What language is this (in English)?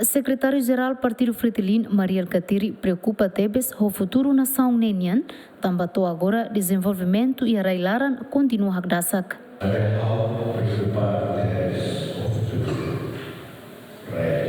Tetum